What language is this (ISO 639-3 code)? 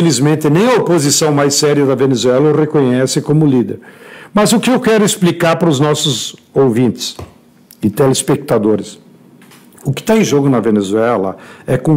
por